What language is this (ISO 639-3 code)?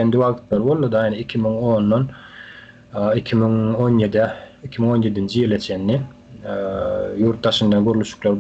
tuk